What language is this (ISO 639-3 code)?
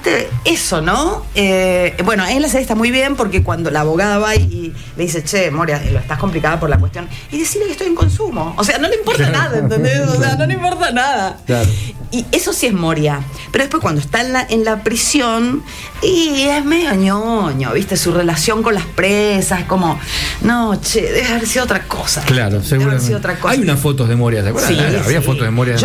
spa